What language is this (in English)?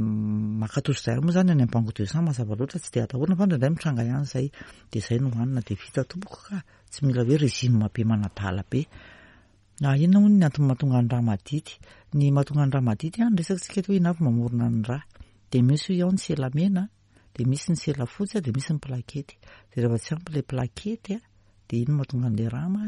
Malagasy